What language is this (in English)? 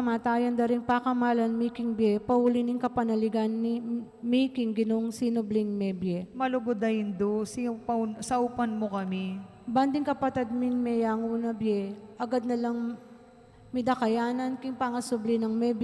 Pampanga